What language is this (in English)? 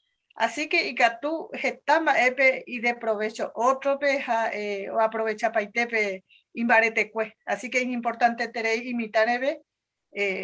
Guarani